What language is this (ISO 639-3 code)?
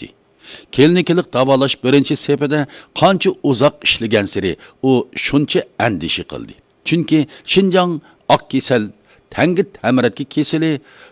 uig